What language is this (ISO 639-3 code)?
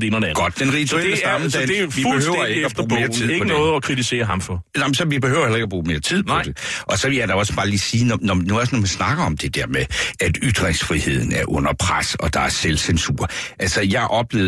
dan